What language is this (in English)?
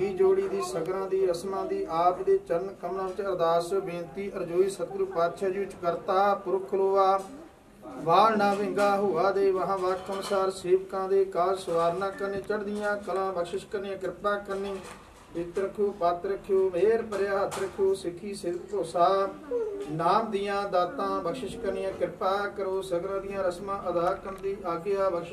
Punjabi